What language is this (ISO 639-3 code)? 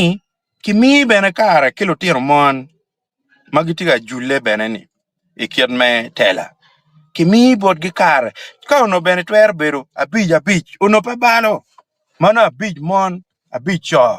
ach